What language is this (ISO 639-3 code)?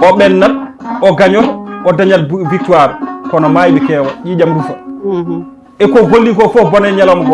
ful